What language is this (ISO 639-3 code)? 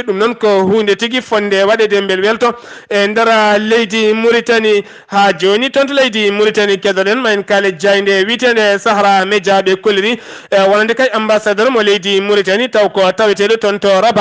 ful